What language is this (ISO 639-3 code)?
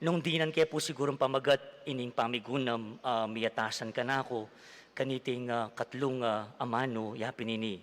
pam